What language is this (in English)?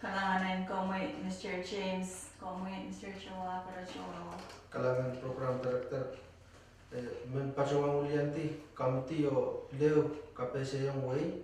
Pohnpeian